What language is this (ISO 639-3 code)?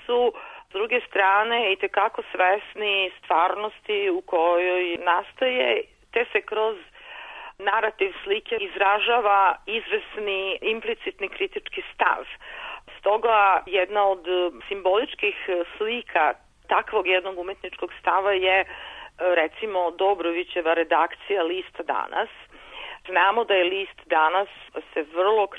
srp